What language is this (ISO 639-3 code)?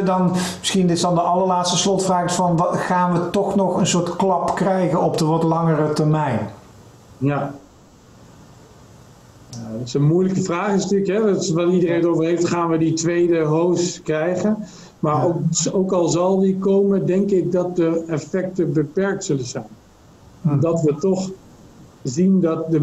nld